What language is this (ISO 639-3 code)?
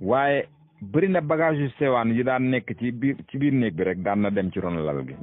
wol